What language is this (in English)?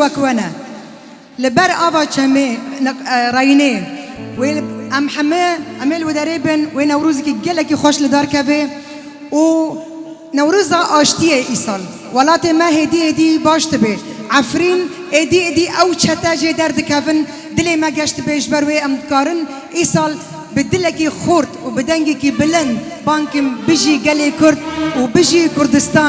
Kurdish